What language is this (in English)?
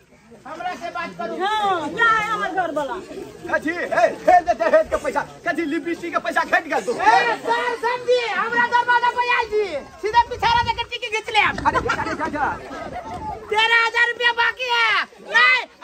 Maithili